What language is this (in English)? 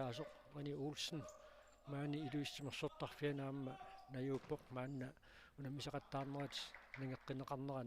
Kalaallisut